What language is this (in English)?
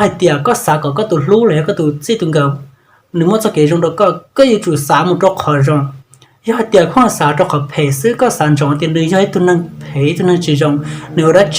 Hmong